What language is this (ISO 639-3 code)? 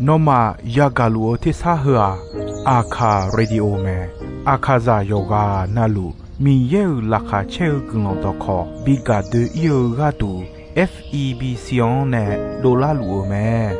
ahk